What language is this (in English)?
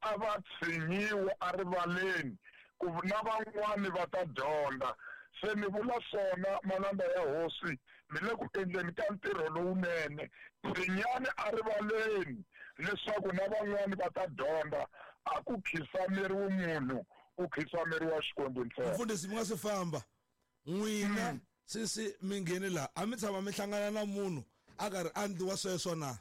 Tsonga